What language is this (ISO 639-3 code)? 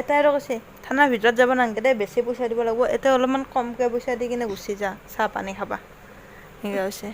asm